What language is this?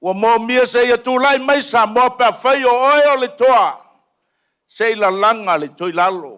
Samoan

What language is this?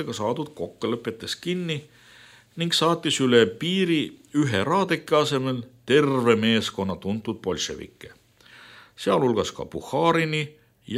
Estonian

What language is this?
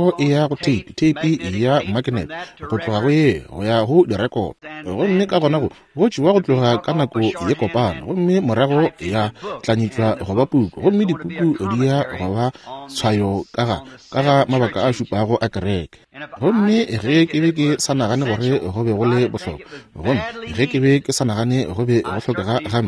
Northern Sotho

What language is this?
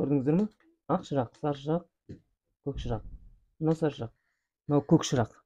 Kazakh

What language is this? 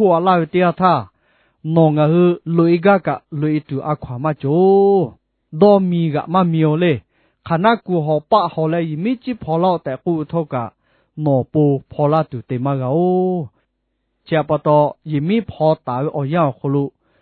Lahu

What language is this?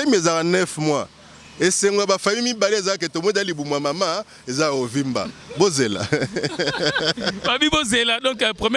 Lingala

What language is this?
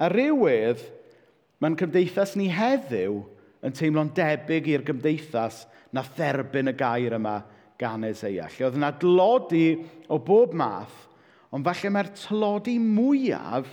Welsh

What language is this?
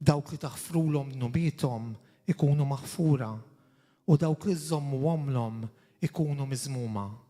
Maltese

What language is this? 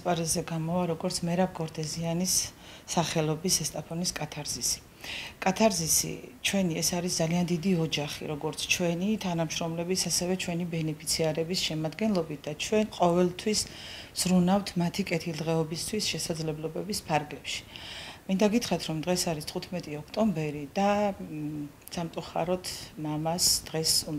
Georgian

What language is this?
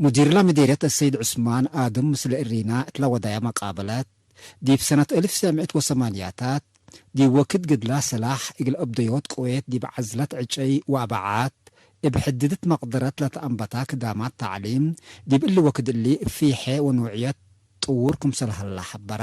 Tigre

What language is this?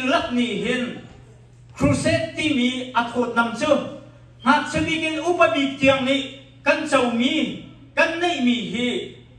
Hakha Chin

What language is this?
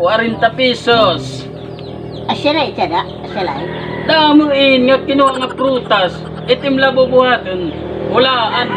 Waray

